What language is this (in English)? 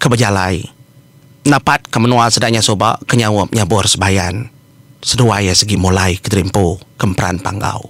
Iban